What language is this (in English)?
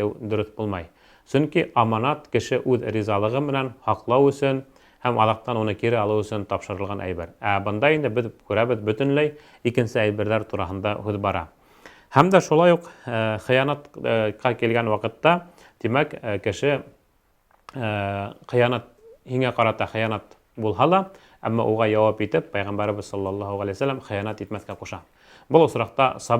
Bashkir